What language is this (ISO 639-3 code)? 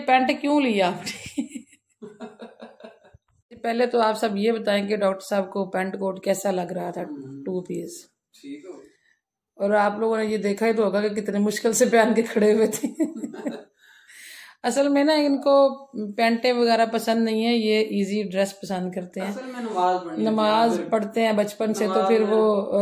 hin